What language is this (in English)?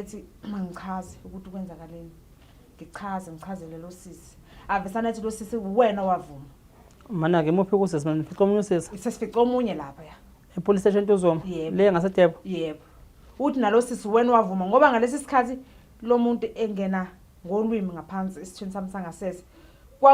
Zulu